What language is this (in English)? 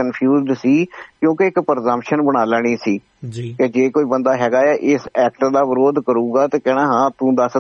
Punjabi